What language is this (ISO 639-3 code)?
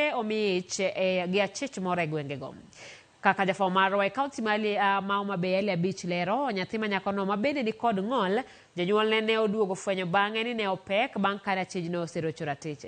luo